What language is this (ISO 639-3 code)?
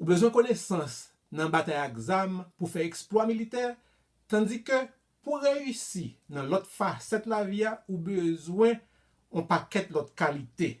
hat